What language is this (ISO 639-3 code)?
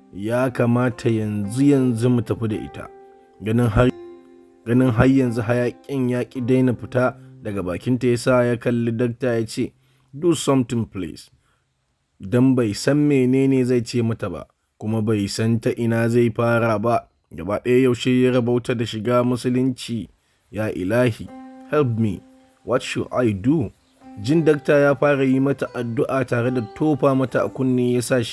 hau